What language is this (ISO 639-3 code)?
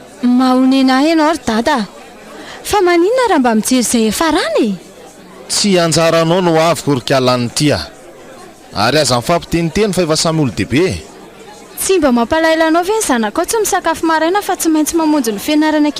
mlg